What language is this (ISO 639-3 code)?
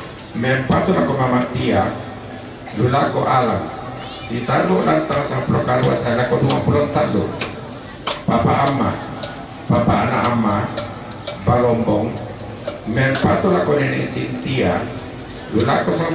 sda